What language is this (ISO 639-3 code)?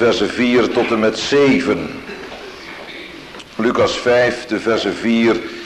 nld